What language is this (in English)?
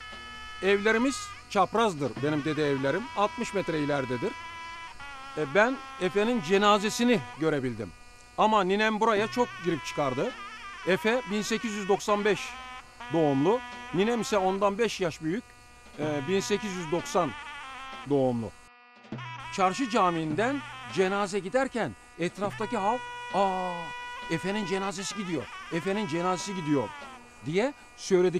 Turkish